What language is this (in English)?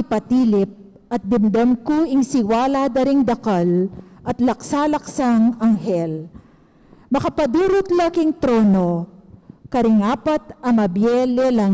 Pampanga